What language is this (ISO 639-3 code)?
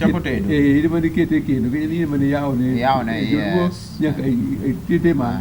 luo